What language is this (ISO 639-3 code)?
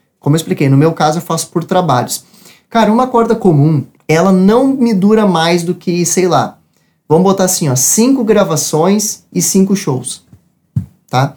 por